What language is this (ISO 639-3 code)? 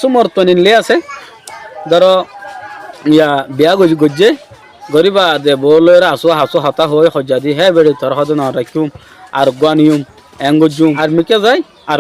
rhg